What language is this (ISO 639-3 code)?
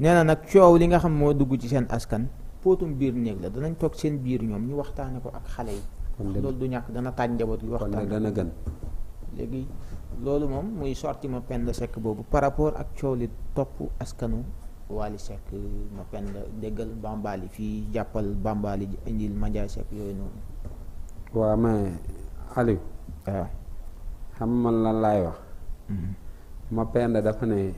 wol